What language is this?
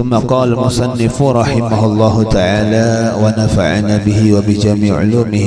Banjar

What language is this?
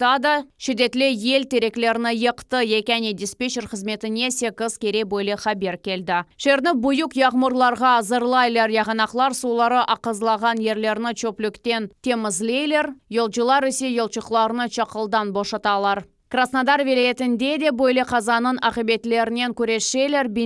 Crimean Tatar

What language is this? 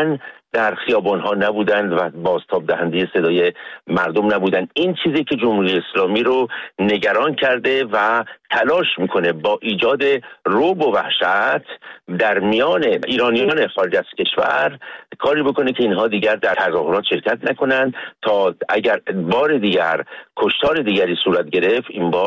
Persian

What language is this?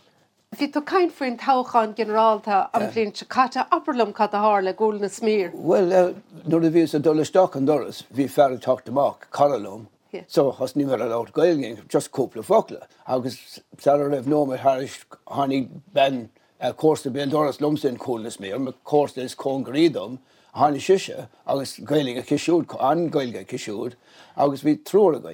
Irish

